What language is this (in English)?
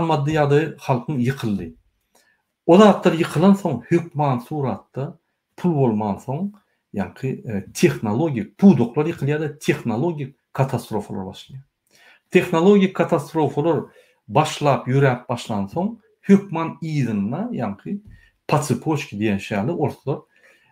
Turkmen